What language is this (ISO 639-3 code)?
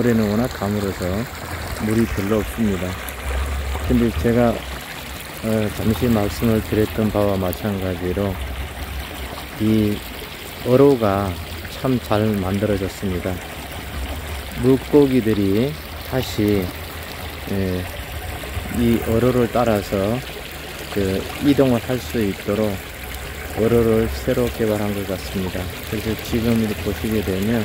kor